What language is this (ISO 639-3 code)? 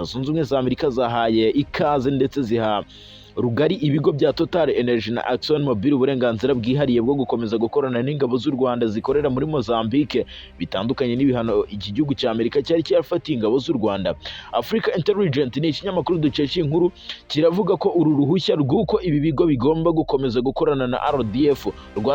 kin